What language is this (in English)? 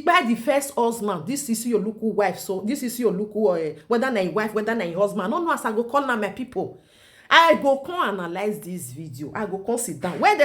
Nigerian Pidgin